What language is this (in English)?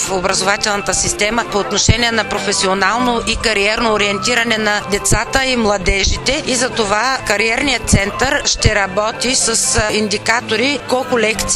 Bulgarian